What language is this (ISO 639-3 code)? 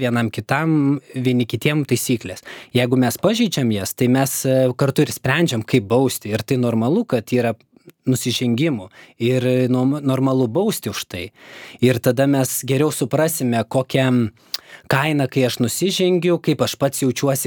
lit